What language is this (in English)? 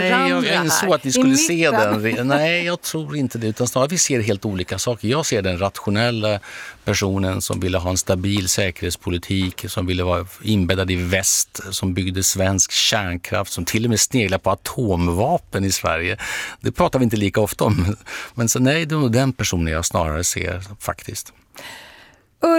Swedish